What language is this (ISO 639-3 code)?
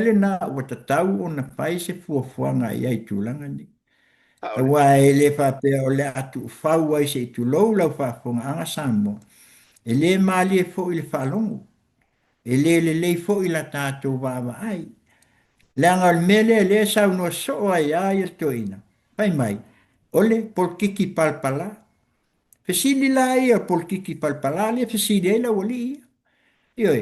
smo